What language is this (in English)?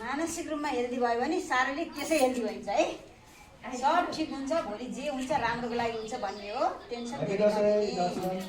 Nepali